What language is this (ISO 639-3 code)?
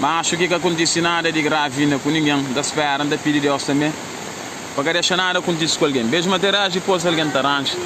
kea